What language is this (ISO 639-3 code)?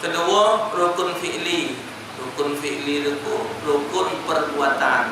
mui